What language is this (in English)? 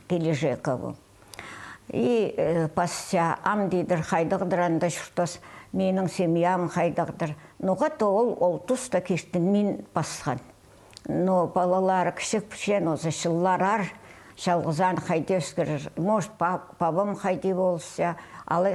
Khakas